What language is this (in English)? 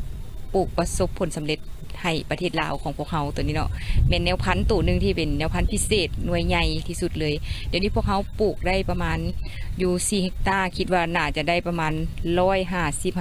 Lao